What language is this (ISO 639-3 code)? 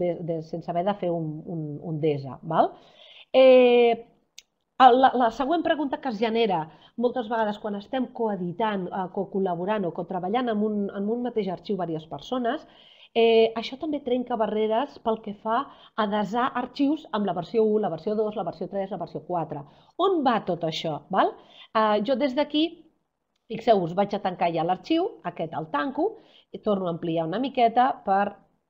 cat